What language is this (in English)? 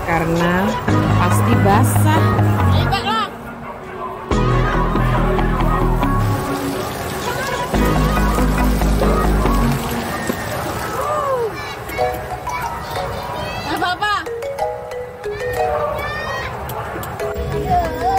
Indonesian